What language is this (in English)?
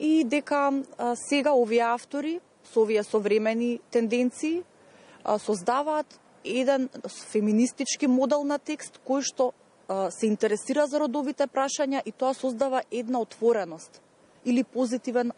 Macedonian